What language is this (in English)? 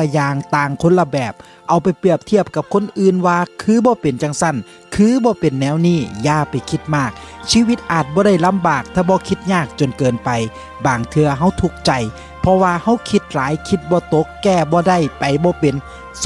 Lao